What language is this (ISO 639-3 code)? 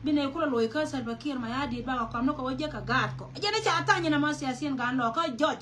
nus